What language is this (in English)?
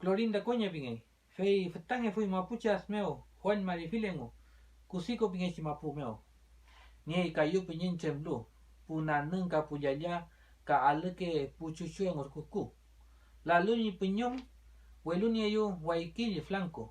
Mapuche